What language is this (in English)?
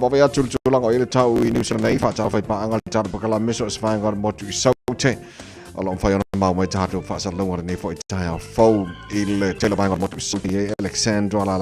Samoan